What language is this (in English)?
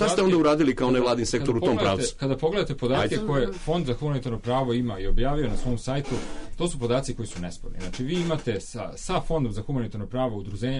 Serbian